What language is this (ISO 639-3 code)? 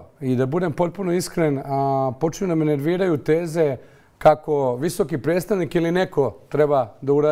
bos